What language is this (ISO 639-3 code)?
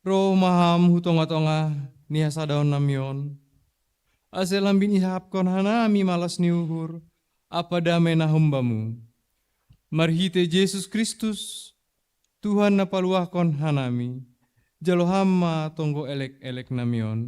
bts